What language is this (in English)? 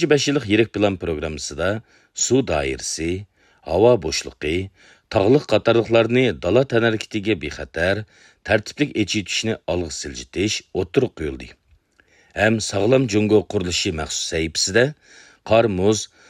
Uyghur